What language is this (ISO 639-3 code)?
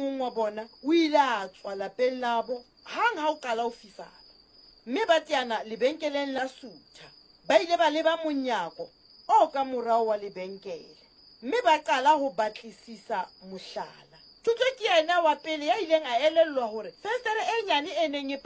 sot